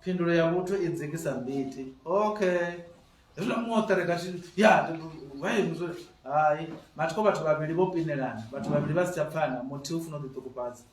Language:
Venda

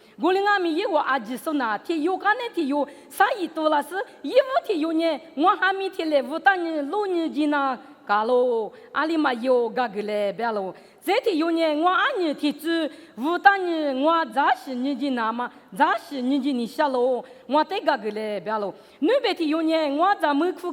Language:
Lisu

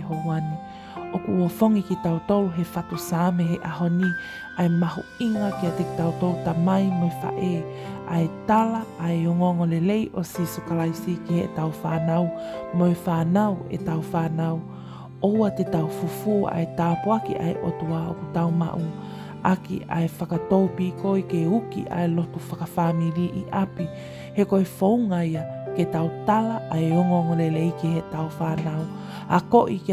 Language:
Tongan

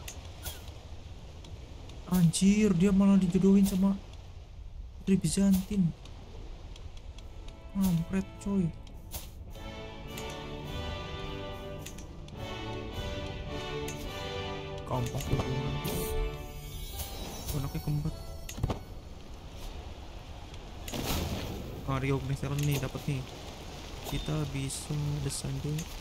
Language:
Indonesian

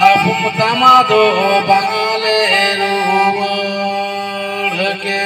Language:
Santali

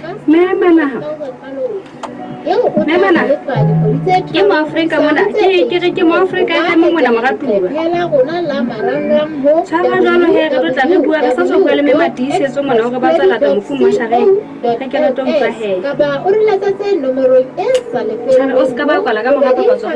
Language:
Southern Sotho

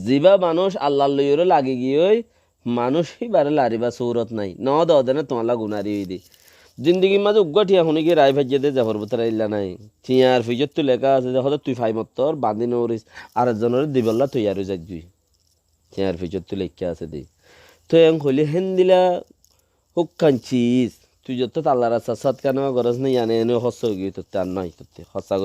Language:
Rohingya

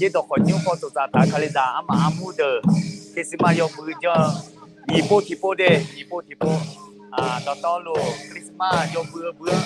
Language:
Akha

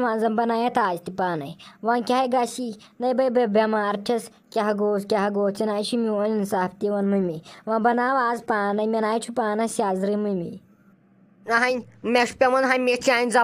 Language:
Kashmiri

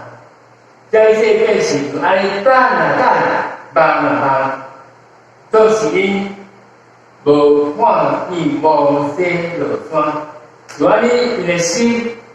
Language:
Min Nan Chinese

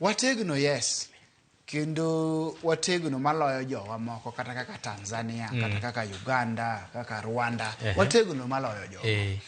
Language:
Luo (Kenya and Tanzania)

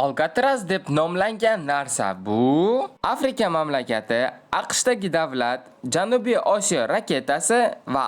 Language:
Uzbek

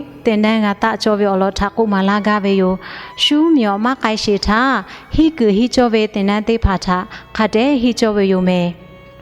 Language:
Lahu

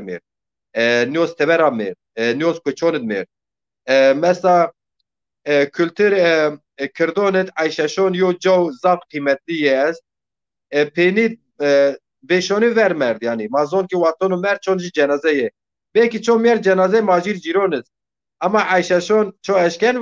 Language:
Zaza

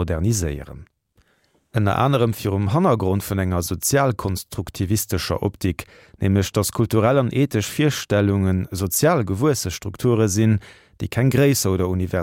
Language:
Luxembourgish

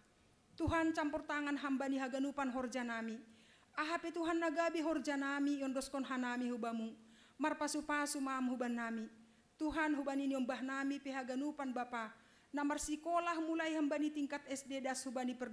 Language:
Batak Simalungun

